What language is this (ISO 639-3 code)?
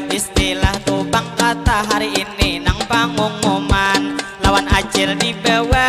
bjn